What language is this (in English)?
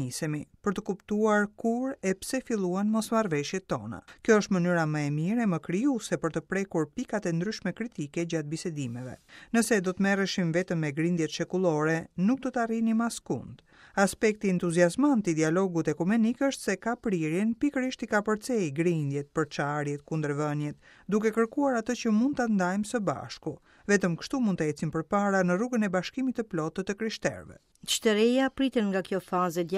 Albanian